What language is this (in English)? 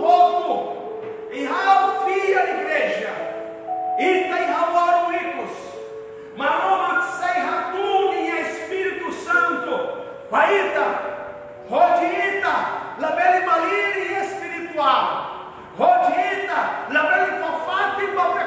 Tetum